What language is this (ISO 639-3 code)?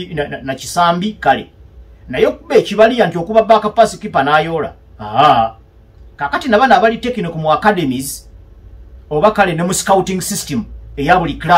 lug